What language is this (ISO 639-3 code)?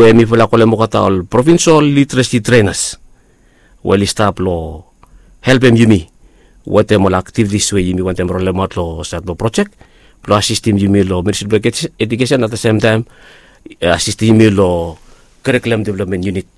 bis